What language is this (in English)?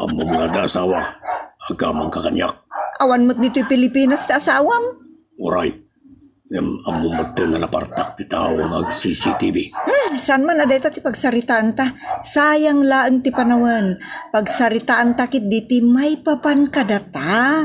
Iloko